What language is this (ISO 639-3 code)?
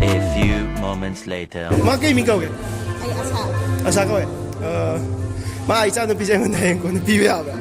mni